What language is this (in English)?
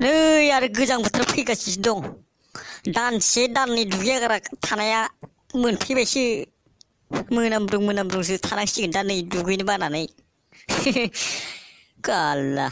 Bodo